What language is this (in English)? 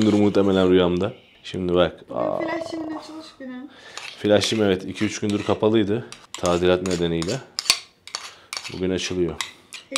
Turkish